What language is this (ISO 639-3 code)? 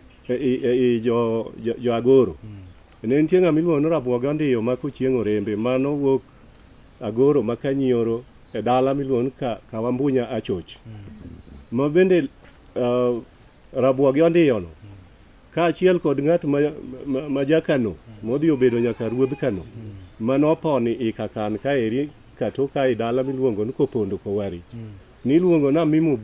luo